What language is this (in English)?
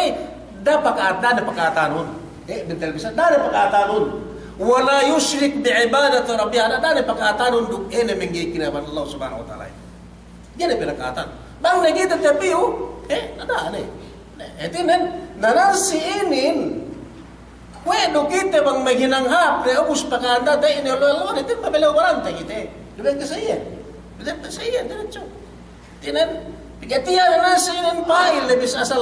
Yakan